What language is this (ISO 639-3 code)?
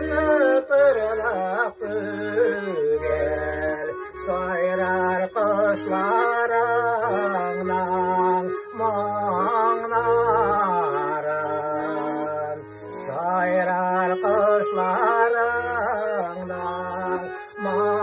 tat